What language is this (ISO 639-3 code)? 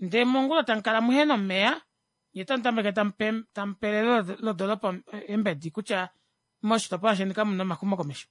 kua